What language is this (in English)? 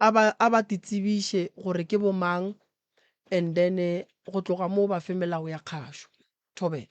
Northern Sotho